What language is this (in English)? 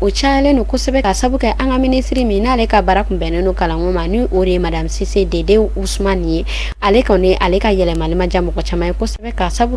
Bambara